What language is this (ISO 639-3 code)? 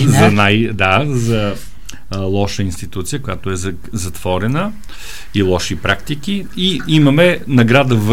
bul